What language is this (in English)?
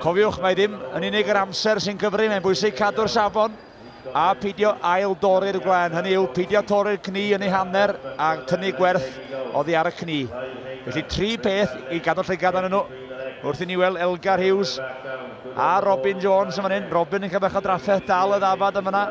Welsh